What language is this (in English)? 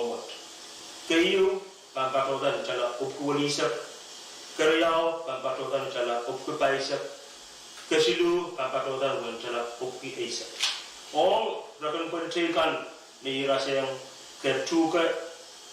Pohnpeian